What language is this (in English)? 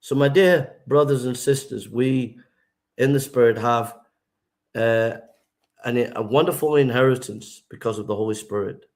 English